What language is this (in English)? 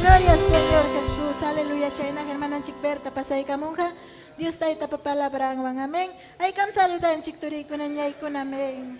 Ayacucho Quechua